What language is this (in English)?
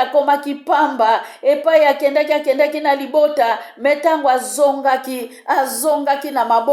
Lingala